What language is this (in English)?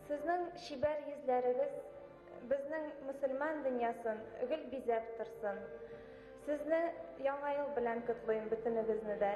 Bashkir